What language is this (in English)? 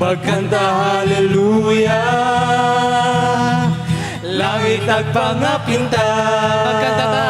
Hiligaynon